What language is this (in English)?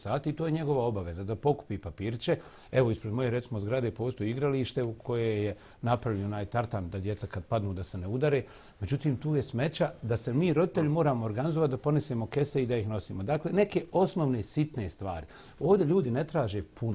Bosnian